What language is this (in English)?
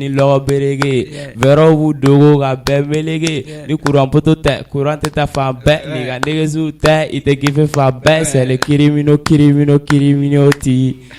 Bambara